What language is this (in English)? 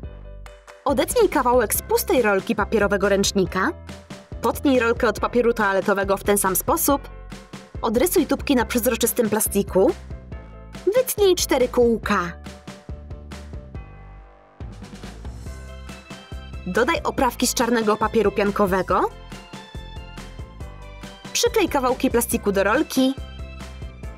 Polish